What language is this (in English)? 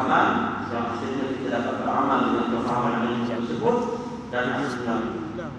Malay